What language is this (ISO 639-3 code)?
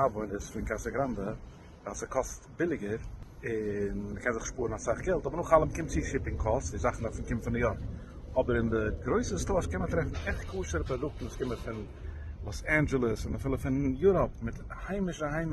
yid